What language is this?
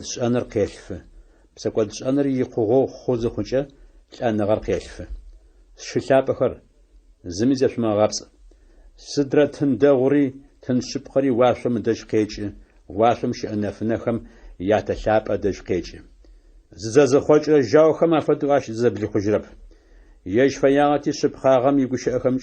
Adyghe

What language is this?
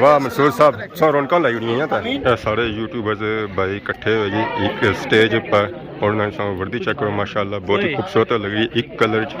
Pahari-Potwari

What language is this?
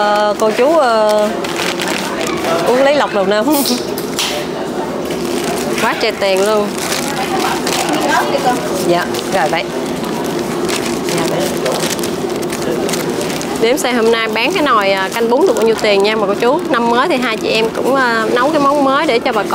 Vietnamese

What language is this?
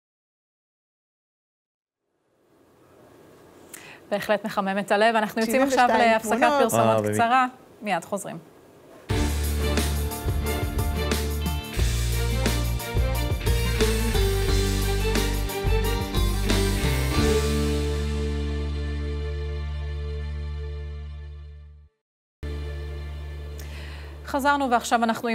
Hebrew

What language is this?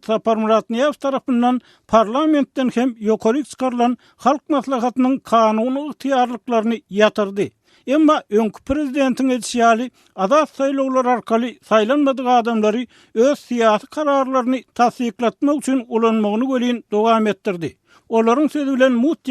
Turkmen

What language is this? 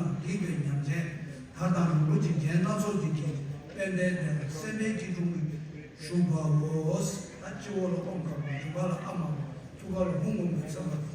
Tibetan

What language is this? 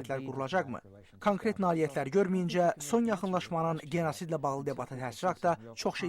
Azerbaijani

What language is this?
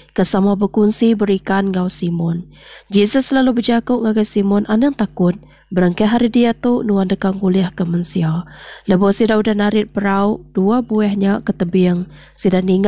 Iban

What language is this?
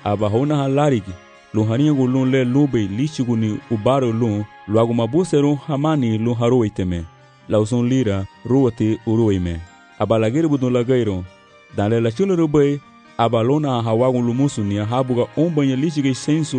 Garifuna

